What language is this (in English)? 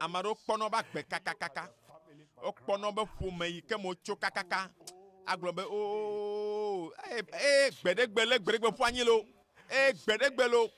Ewe